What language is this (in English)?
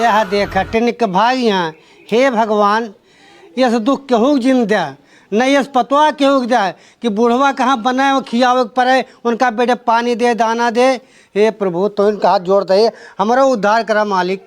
Awadhi